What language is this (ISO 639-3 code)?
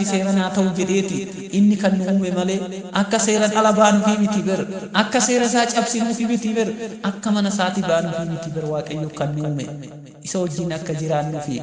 orm